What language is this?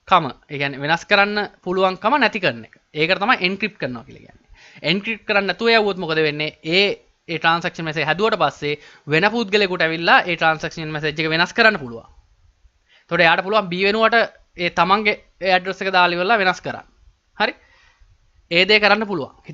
Sinhala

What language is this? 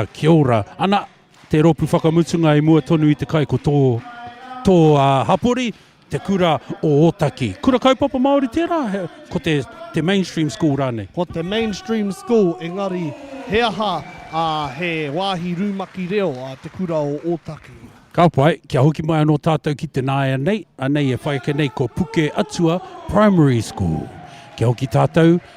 Māori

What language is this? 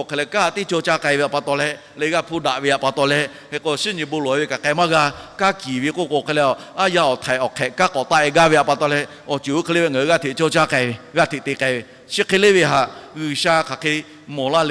Lahu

